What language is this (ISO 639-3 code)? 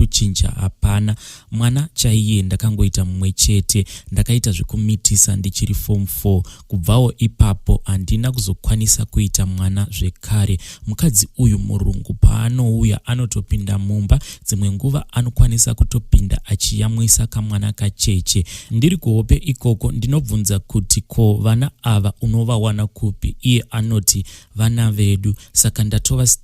sna